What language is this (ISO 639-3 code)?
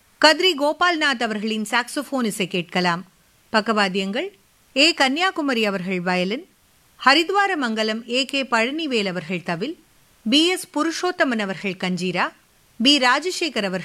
tam